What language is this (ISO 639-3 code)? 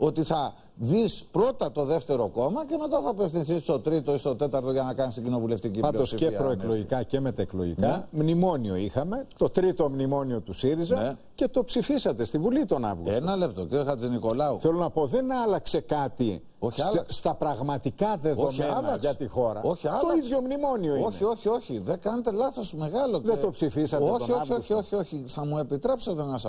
ell